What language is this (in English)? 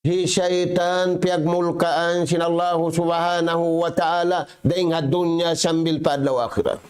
Tausug